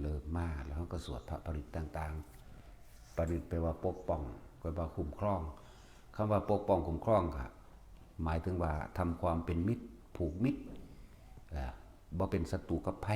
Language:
Northeastern Thai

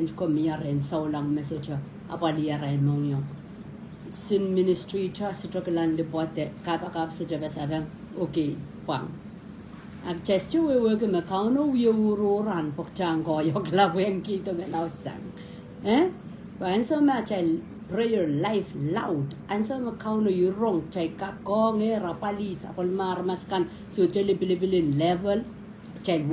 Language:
Pohnpeian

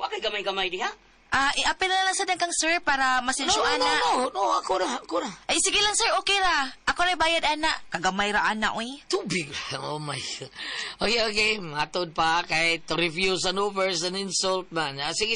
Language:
Cebuano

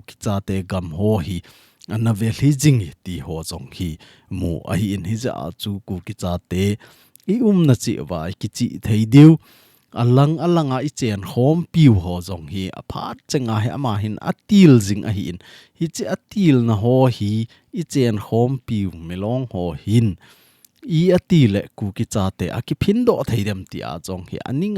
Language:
Thado Chin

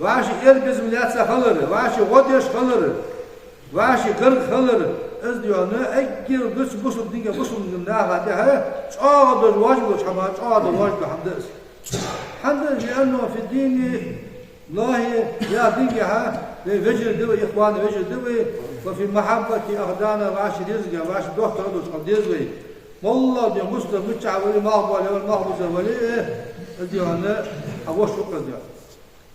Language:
Ingush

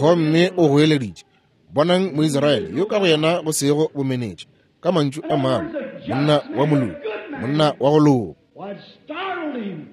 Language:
Northern Sotho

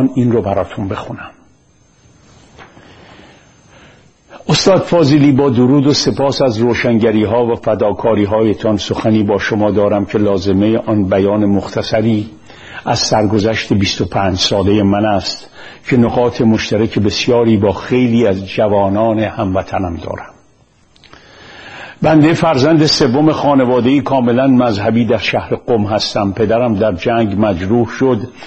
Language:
Persian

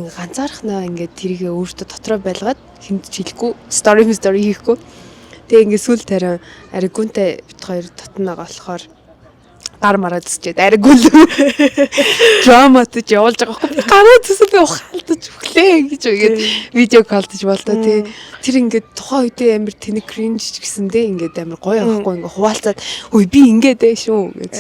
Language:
Mongolian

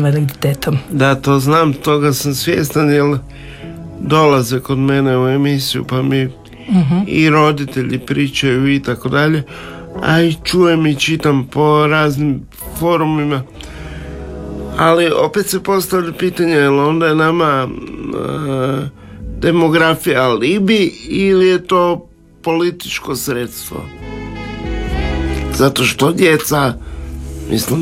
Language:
Croatian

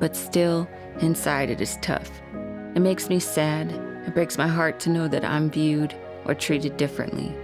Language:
Tahitian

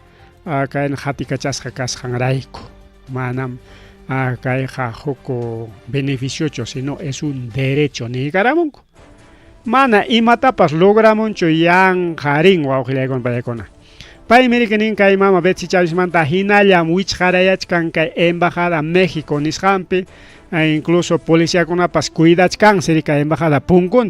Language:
Ayacucho Quechua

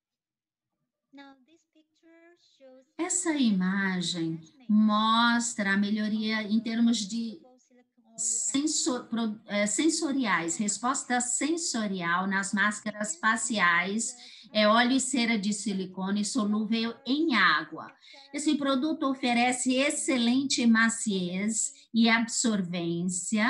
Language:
Portuguese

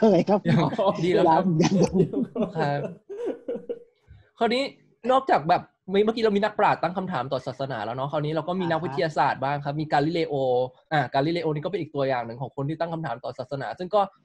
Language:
Thai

